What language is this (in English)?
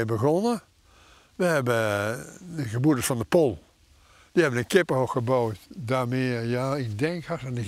Dutch